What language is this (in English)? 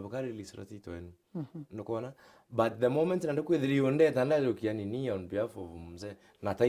Meru